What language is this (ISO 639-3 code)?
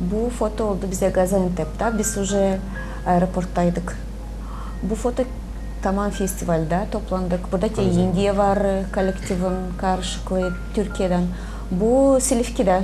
gag